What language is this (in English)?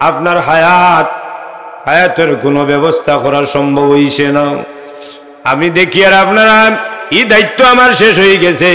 Sylheti